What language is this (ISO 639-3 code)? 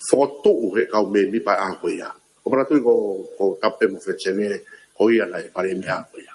ton